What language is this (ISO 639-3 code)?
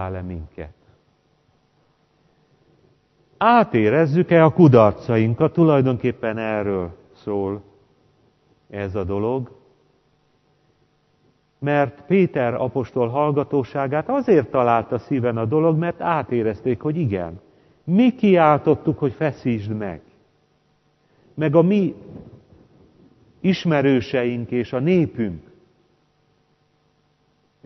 hun